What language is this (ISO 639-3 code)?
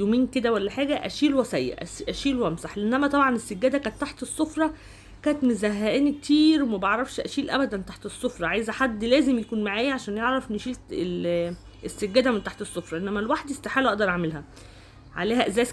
arz